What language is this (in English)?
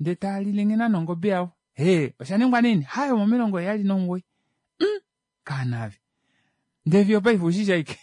Kuanyama